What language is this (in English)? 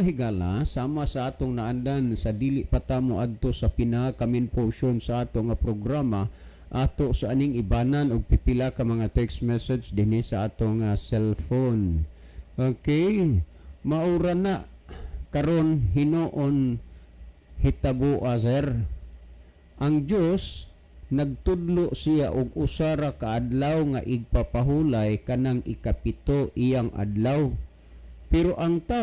Cebuano